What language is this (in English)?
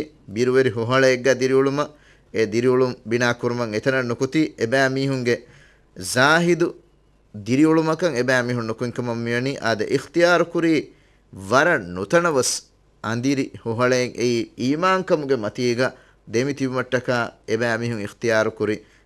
Divehi